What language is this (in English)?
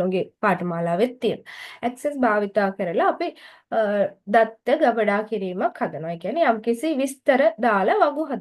Sinhala